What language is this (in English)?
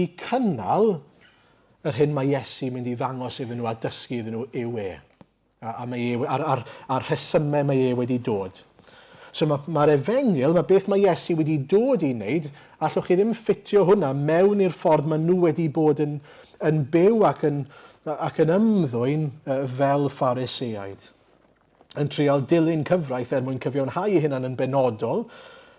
Welsh